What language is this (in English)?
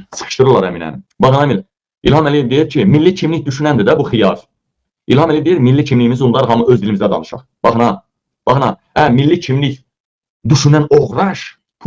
Azerbaijani